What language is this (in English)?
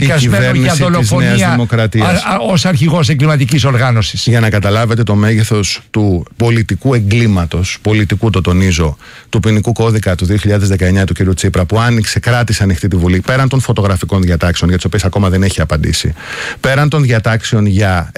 Greek